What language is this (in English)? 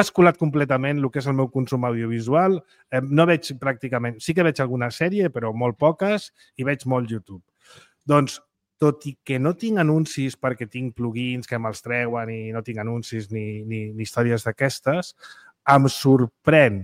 Catalan